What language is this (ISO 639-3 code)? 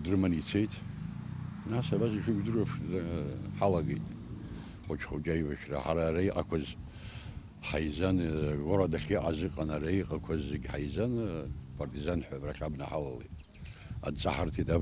abk